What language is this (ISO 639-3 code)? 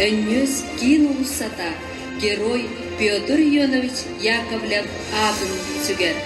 sah